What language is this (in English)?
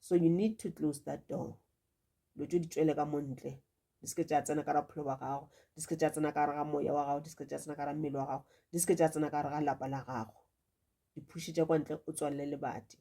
Northern Sotho